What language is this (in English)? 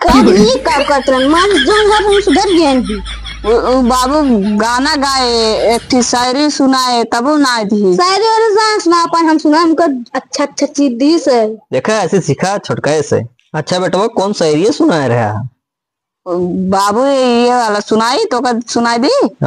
Awadhi